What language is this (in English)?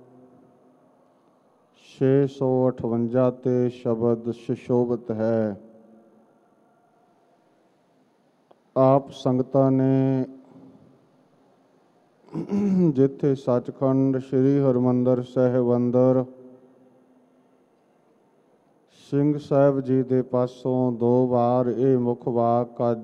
Punjabi